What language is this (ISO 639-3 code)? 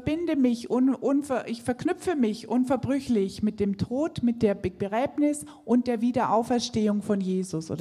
deu